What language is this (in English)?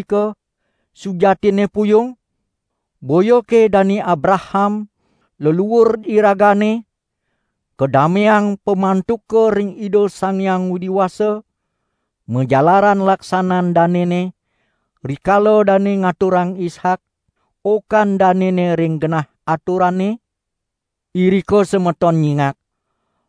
Balinese